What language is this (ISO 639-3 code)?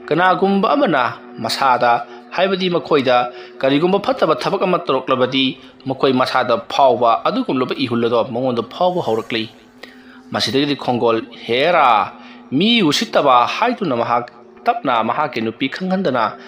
mni